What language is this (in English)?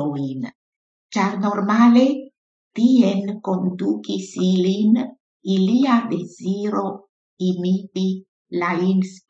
Esperanto